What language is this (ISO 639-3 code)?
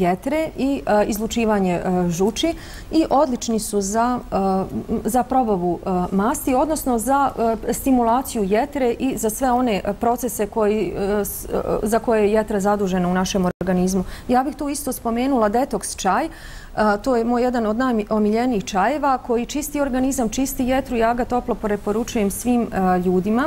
bos